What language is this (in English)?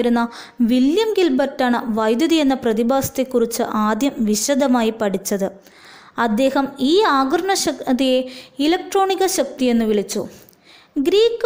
Malayalam